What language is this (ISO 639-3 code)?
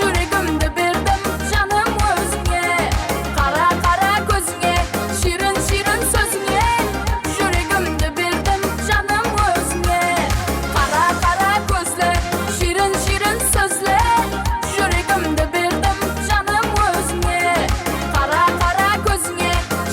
kaa